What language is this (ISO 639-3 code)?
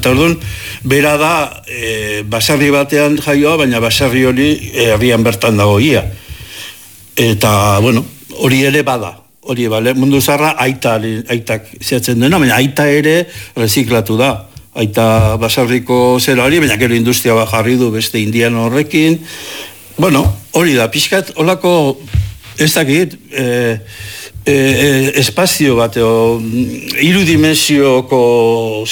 eus